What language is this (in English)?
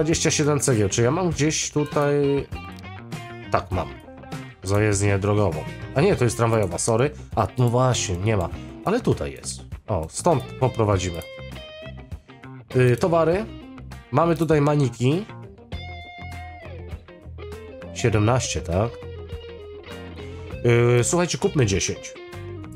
Polish